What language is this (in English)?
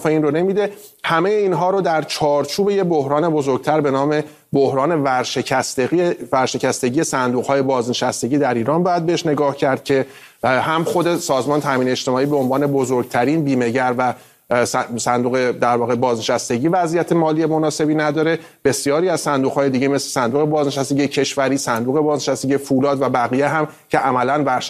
Persian